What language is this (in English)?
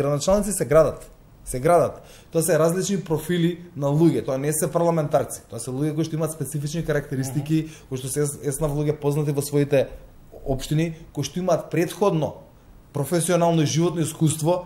Macedonian